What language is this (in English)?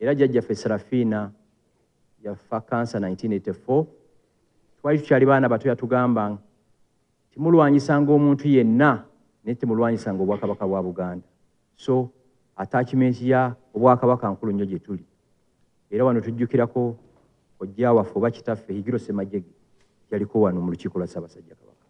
Ganda